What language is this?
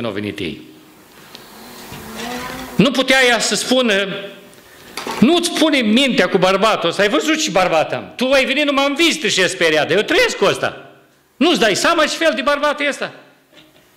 Romanian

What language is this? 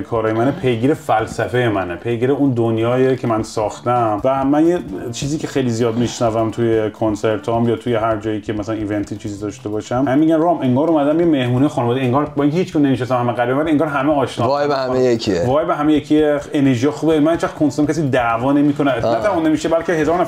Persian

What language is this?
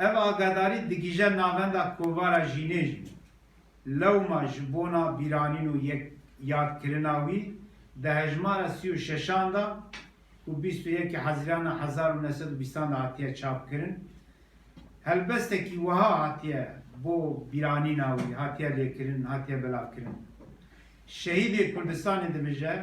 Kurdish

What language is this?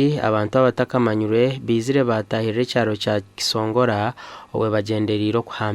Nyankole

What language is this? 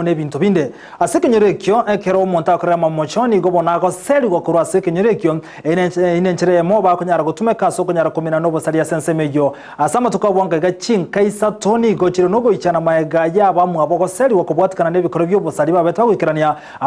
Gusii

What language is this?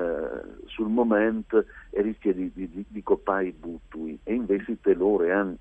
Friulian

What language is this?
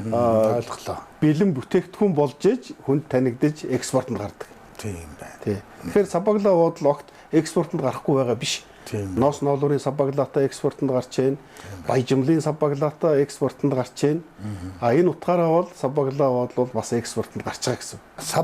Mongolian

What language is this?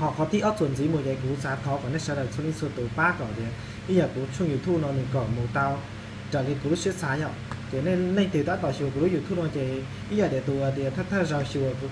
Hmong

